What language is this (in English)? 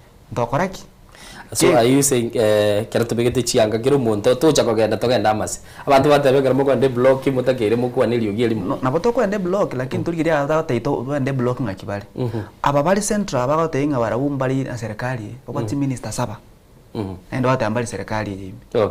Gusii